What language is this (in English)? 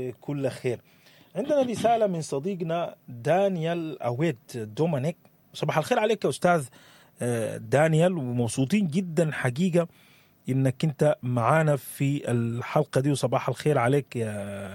Sudanese Arabic